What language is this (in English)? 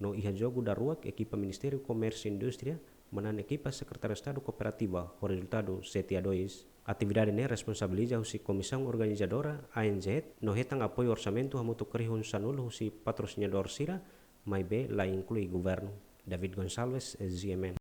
Tetum